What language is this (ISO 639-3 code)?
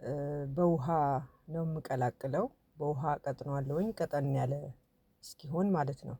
amh